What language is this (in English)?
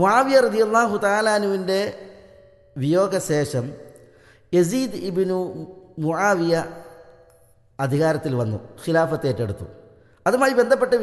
Malayalam